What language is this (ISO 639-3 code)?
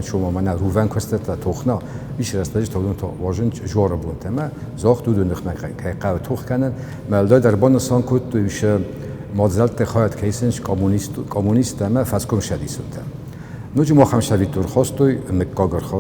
oss